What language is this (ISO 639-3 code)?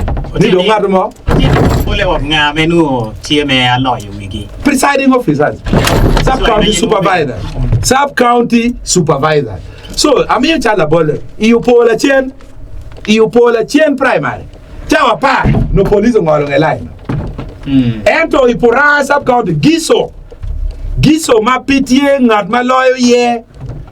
ach